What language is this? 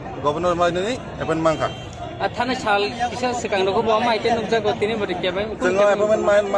Kok Borok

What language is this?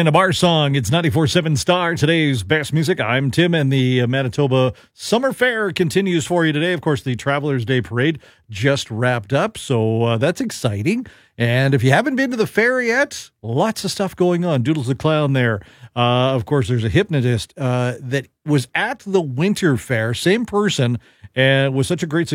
English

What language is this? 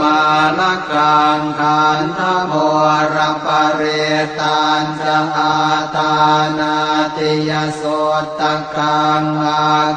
Pali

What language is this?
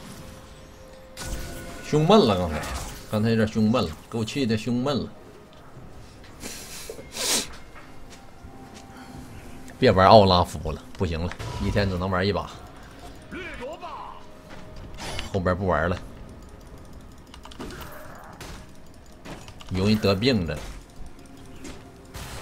Chinese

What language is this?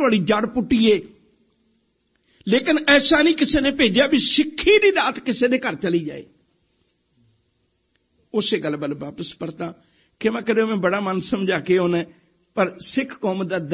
Punjabi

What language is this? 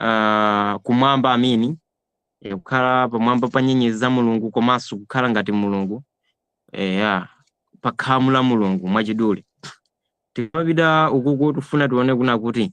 Nyanja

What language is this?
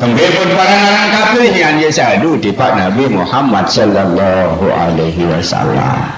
Sasak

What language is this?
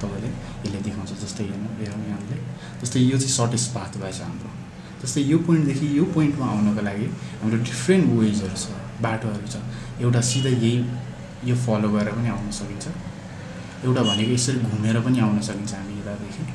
Nepali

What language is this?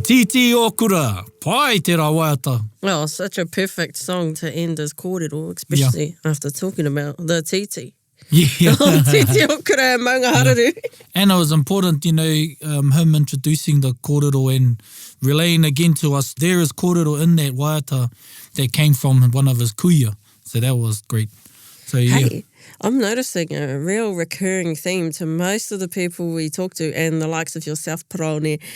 Māori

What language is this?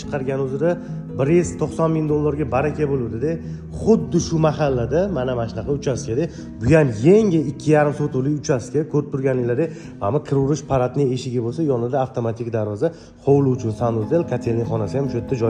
Uzbek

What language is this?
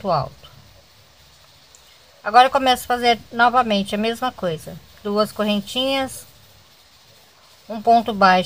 Portuguese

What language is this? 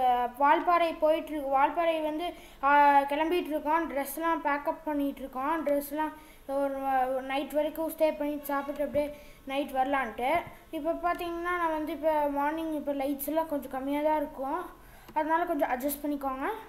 Tamil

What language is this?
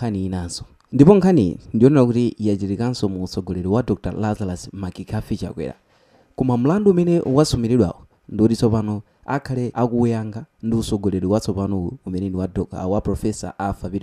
Nyanja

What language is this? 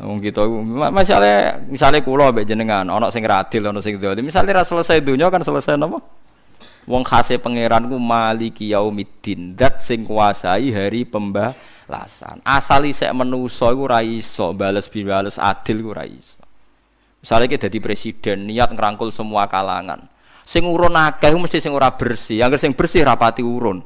Javanese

